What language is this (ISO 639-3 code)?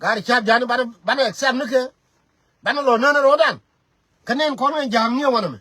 nus